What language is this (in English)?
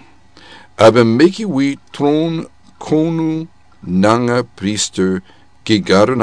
Sranan Tongo